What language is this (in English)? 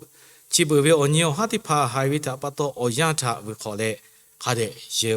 Lahu